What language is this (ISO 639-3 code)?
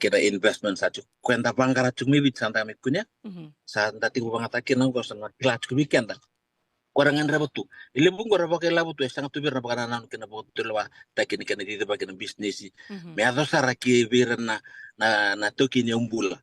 fij